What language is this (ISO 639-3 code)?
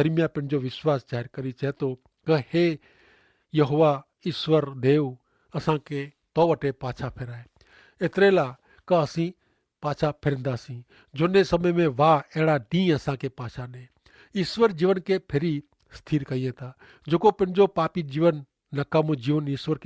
kfr